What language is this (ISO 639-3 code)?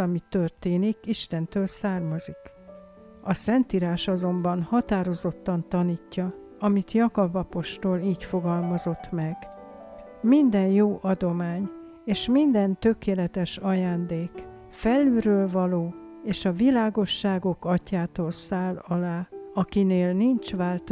hun